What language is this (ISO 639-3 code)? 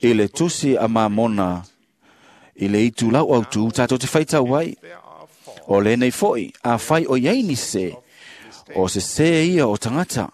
smo